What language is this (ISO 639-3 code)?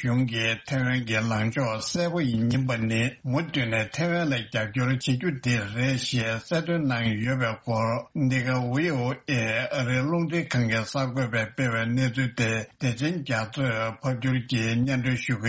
bod